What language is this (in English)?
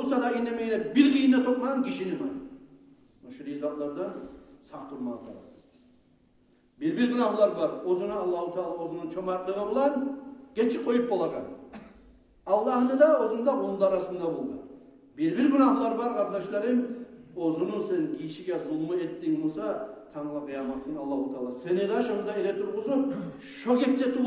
Kumyk